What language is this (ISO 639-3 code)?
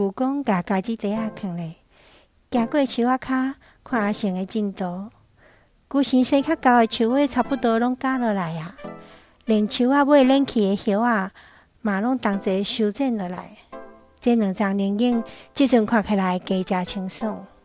nan